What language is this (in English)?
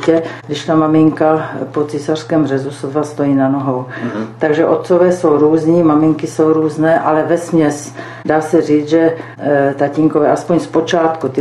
Czech